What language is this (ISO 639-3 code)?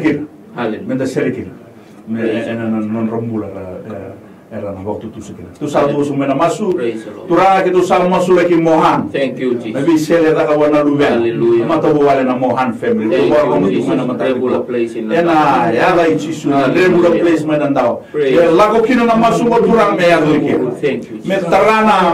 fij